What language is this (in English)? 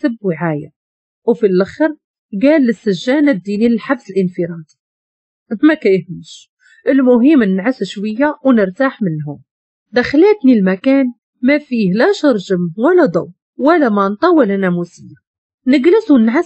Moroccan Arabic